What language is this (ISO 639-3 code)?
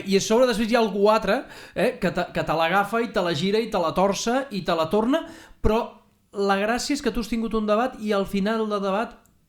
cat